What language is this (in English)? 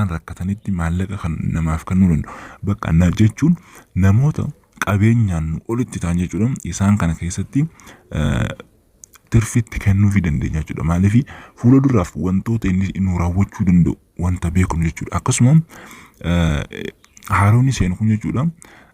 Oromo